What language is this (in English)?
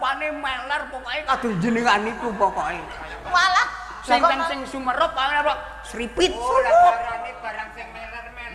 Javanese